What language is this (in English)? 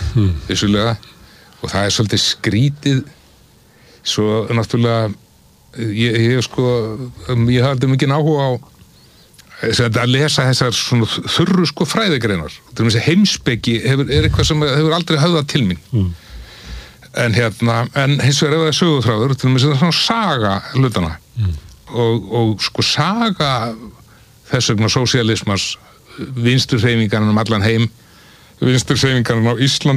Icelandic